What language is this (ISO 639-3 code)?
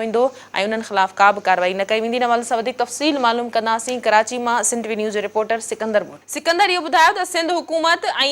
snd